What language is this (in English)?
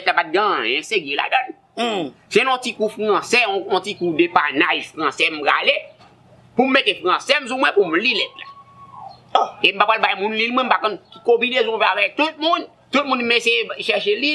Haitian Creole